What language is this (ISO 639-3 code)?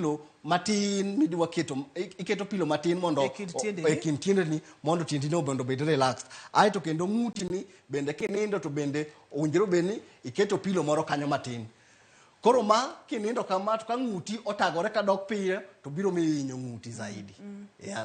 luo